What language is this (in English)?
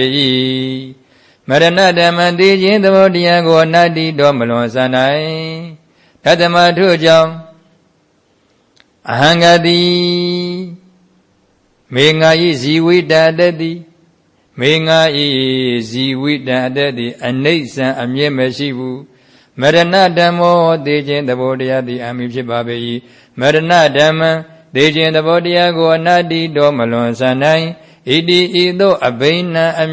Burmese